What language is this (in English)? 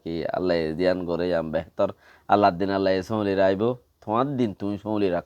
Rohingya